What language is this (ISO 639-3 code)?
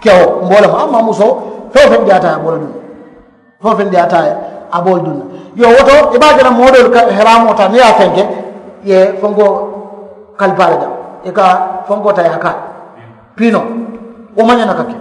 man